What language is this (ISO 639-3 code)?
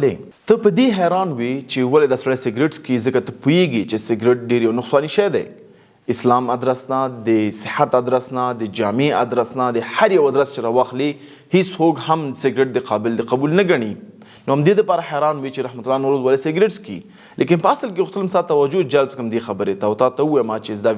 pus